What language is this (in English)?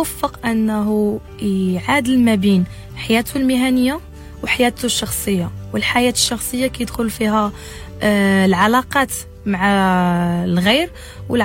Moroccan Arabic